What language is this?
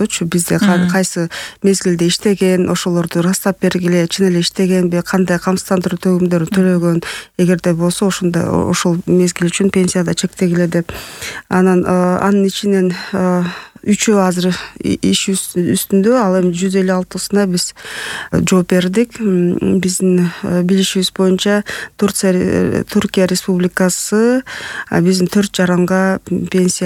Kyrgyz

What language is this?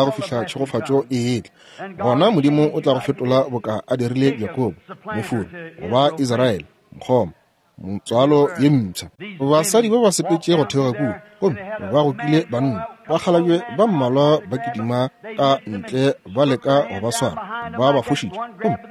Northern Sotho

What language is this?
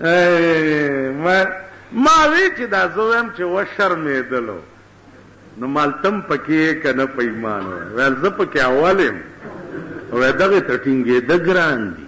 Pashto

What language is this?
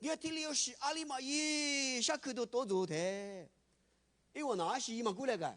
Lisu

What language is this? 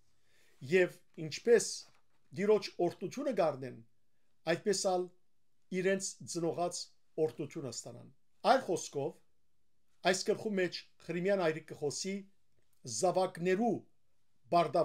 Western Armenian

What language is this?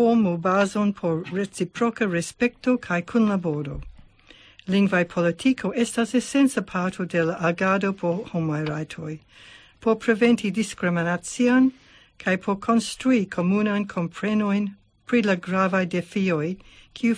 Esperanto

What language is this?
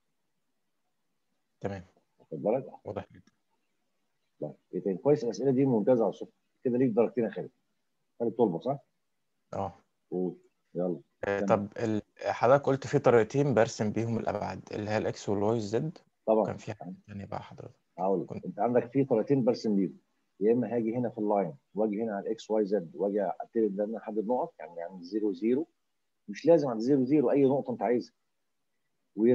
Egyptian Arabic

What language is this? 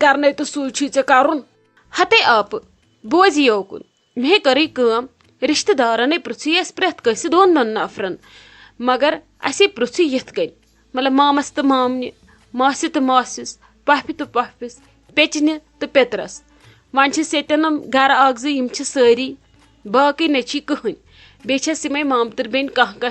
Kashmiri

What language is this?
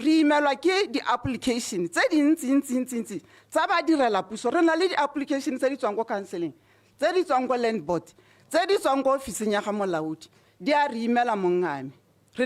Tswana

